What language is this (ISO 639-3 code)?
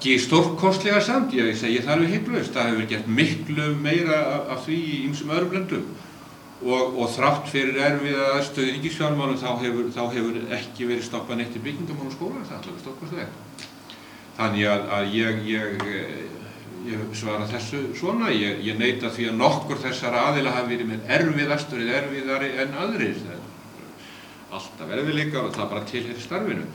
isl